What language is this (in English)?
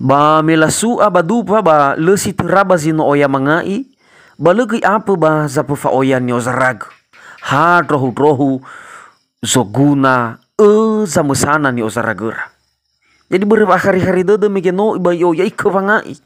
Nias